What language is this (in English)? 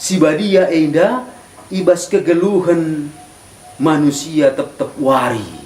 Batak Karo